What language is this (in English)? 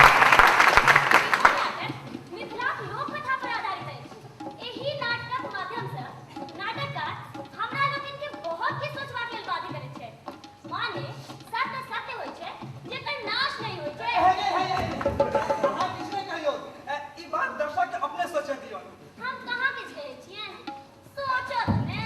Maithili